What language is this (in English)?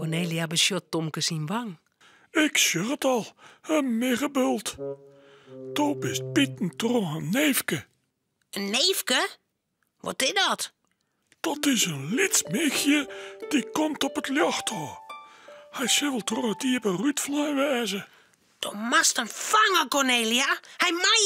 Western Frisian